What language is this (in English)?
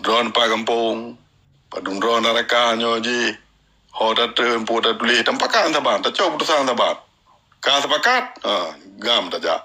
Achinese